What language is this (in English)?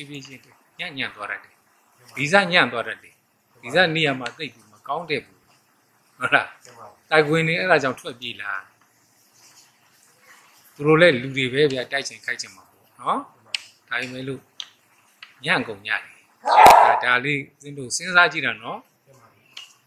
Burmese